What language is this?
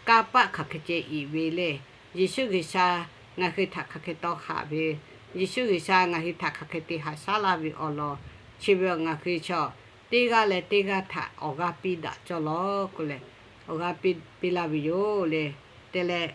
Lahu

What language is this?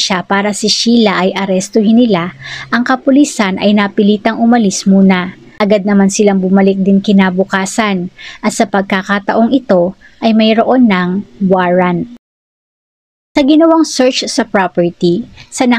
Filipino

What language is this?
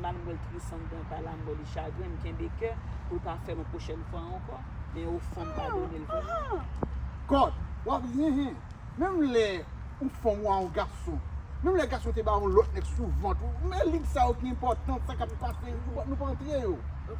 Haitian Creole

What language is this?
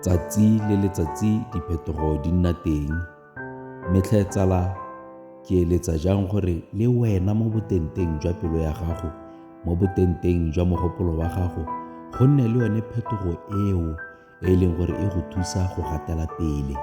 Tswana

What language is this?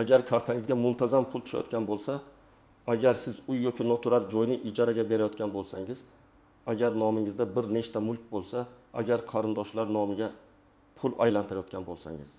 Uzbek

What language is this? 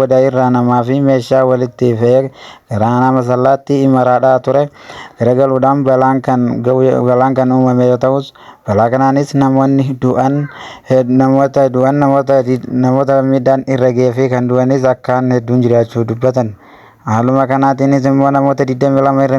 Oromo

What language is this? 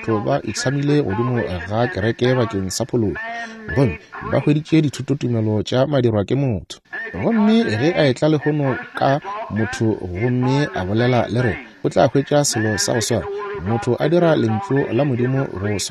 Northern Sotho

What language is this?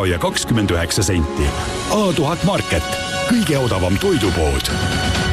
Estonian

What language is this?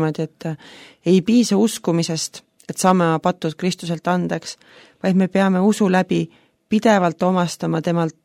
Estonian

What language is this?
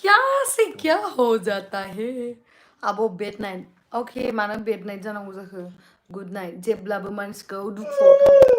Bodo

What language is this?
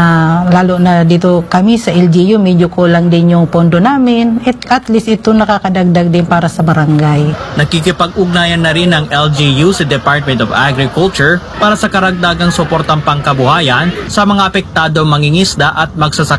Filipino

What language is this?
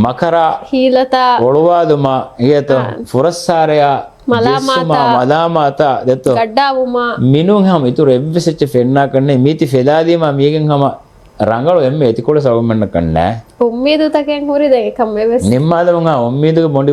Divehi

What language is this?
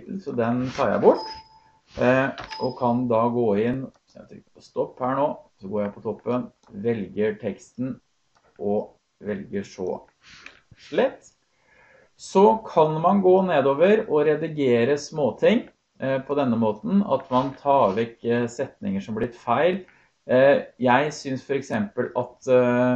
Norwegian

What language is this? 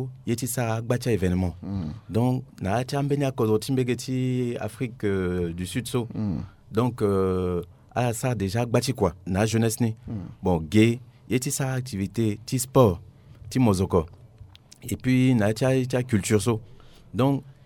Sango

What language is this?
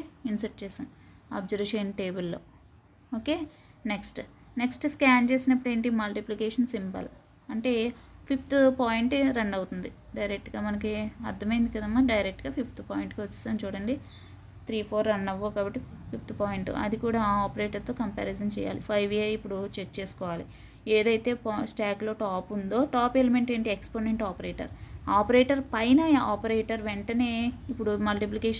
Telugu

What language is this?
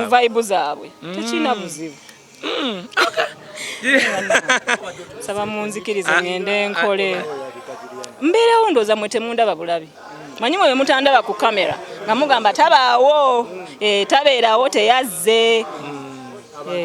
Ganda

